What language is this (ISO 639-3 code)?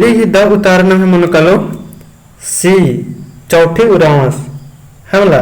kru